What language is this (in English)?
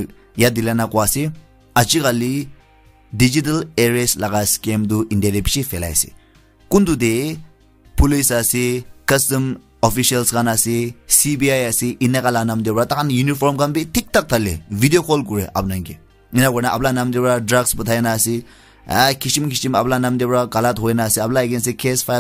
Naga Pidgin